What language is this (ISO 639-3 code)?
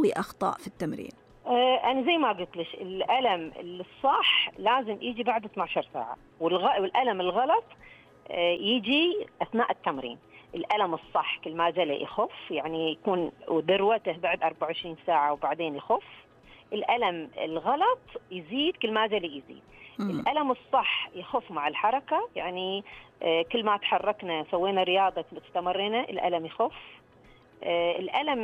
ars